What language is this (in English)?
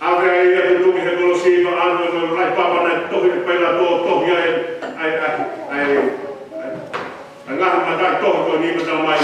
Tongan